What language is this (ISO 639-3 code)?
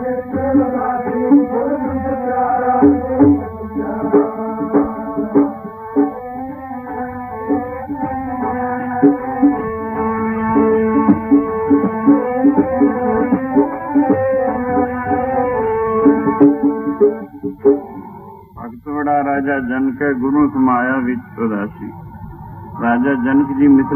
pan